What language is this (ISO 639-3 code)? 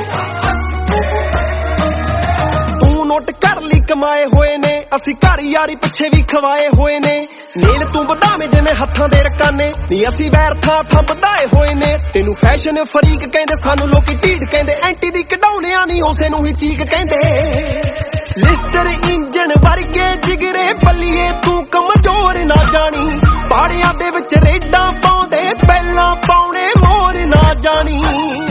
pan